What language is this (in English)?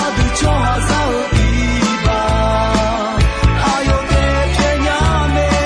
Akha